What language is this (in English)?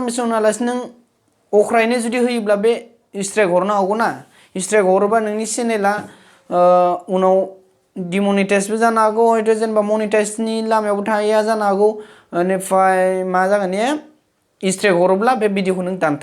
Bodo